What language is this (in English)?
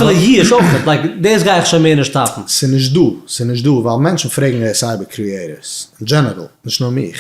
Yiddish